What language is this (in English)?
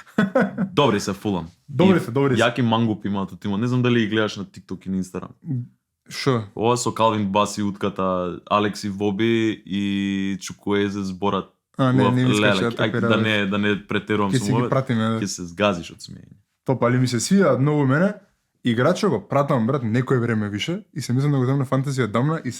Macedonian